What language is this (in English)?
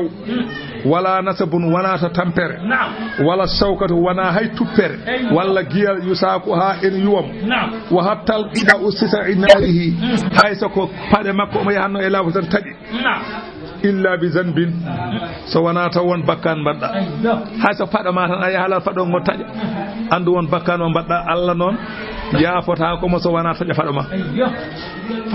Fula